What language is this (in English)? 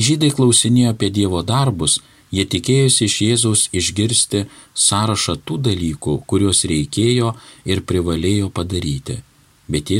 Lithuanian